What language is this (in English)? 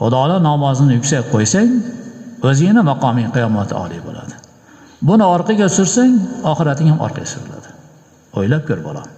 Uzbek